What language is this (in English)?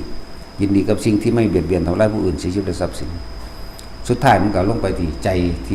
Northeastern Thai